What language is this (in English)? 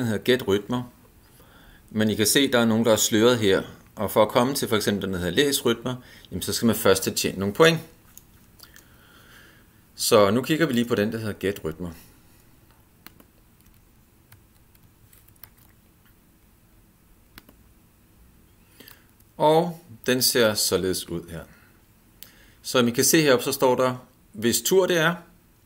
Danish